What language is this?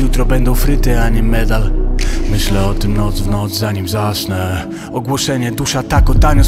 Polish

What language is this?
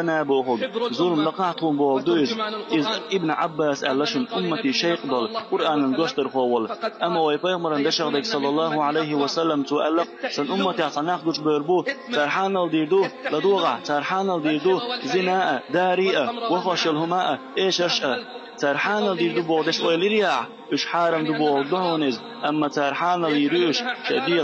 Chechen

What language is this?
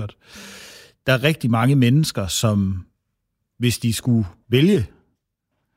Danish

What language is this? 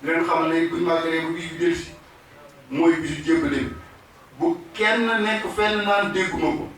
Wolof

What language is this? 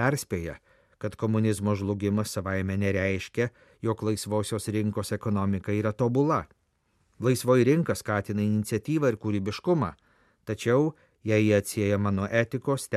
Lithuanian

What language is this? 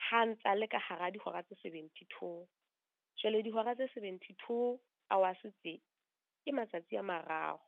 Southern Sotho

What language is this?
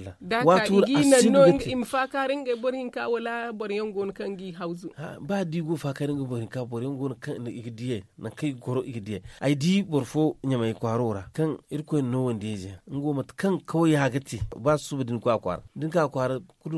Zarma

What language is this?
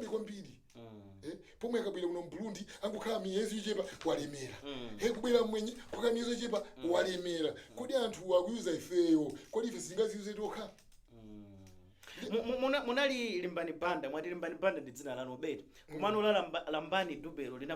Nyanja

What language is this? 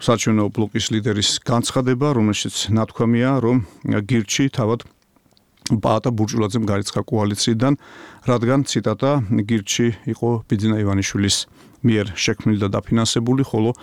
Georgian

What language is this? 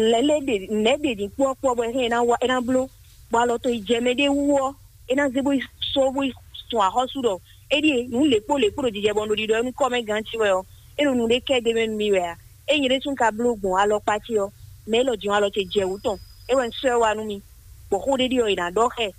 Fon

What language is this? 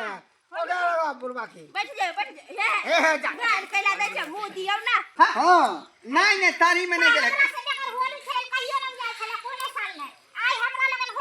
Maithili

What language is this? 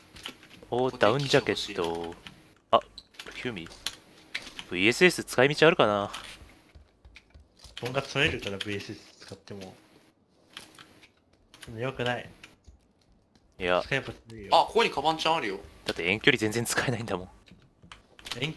Japanese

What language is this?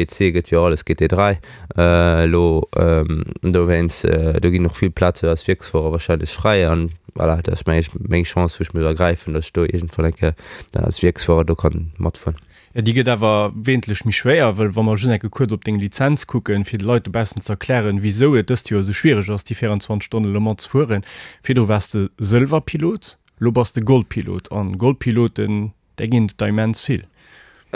Luxembourgish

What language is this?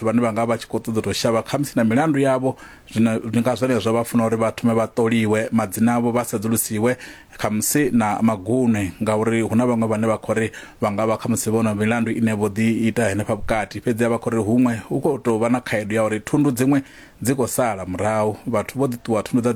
Venda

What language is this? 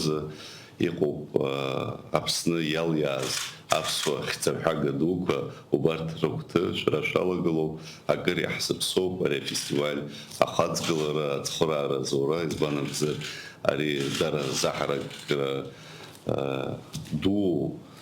Abkhazian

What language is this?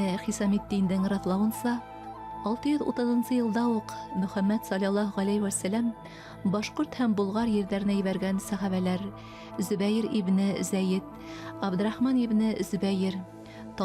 Bashkir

